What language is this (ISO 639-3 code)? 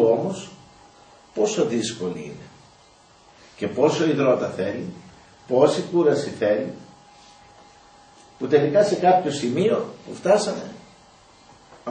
ell